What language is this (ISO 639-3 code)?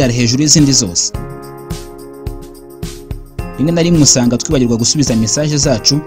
kin